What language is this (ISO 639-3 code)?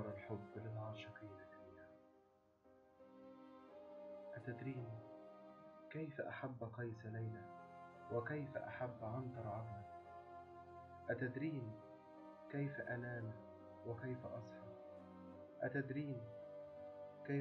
ara